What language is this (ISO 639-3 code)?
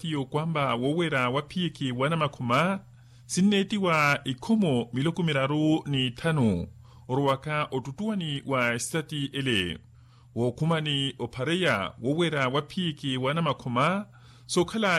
vmw